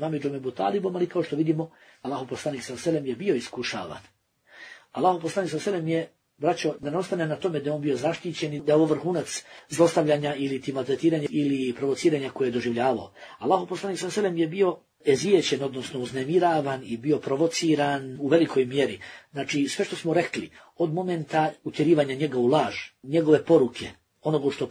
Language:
Bosnian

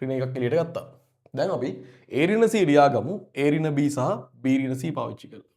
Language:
Sinhala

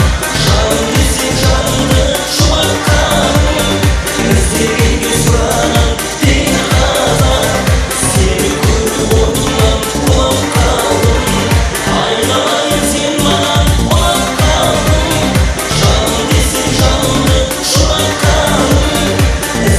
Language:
Kara-Kalpak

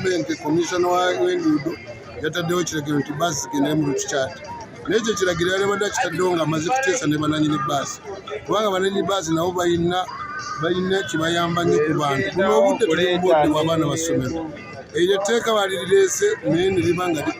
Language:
Nyankole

